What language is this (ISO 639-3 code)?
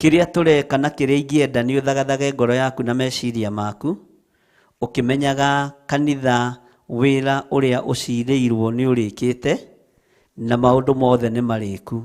kik